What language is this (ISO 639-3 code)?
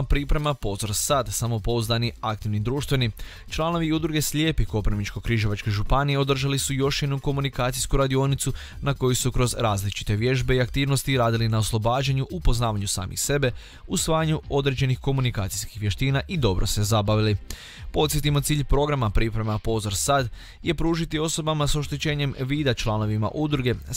hrv